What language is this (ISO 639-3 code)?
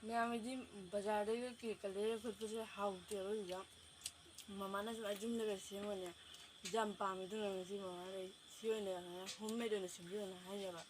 mni